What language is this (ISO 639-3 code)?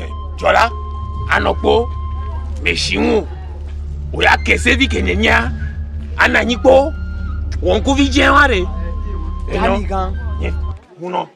ewe